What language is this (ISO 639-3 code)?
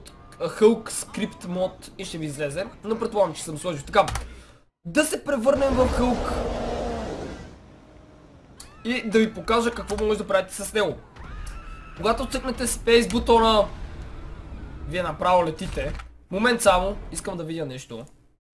bul